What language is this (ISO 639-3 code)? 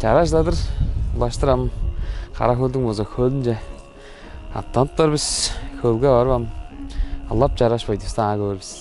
tyv